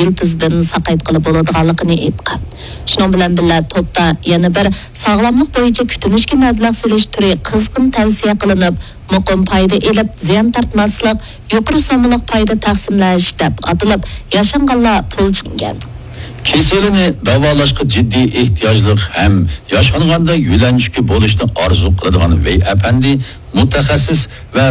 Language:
Uyghur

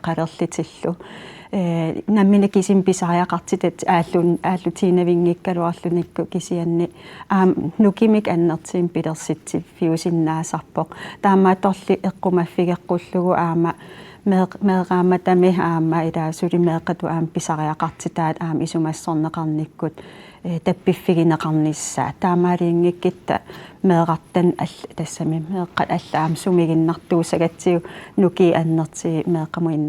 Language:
Kalaallisut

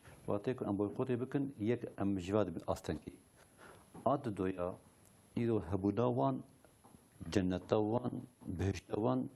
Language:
Kurdish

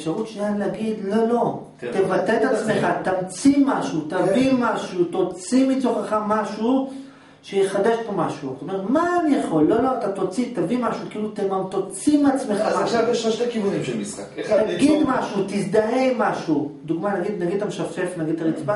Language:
Hebrew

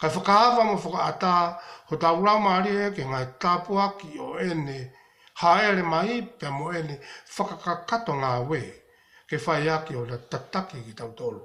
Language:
Tongan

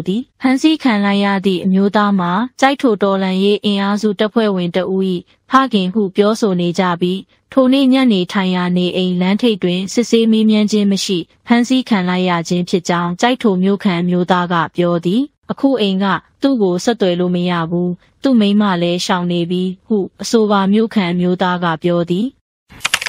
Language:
Burmese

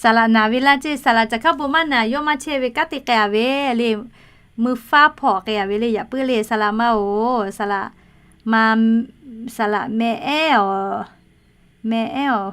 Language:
Lahu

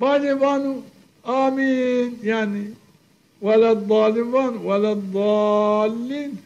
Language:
Zaza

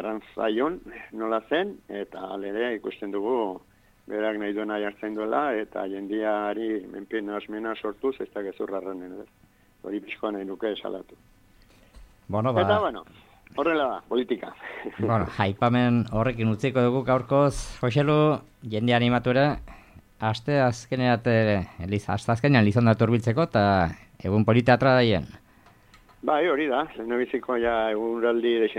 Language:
Basque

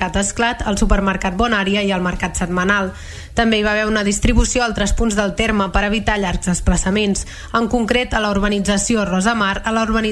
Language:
Catalan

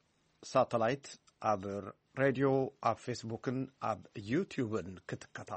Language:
Tigrinya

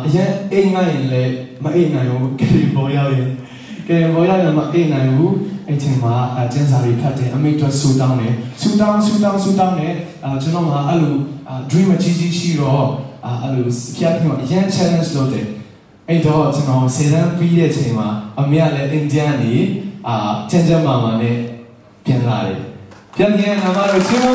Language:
Burmese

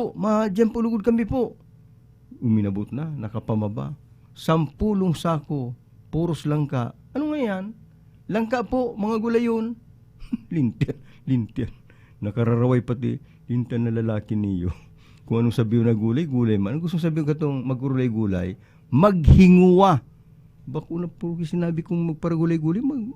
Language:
Bikol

